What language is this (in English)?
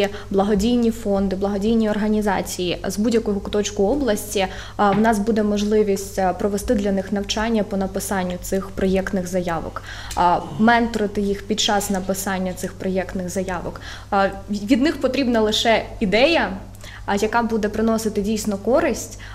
Ukrainian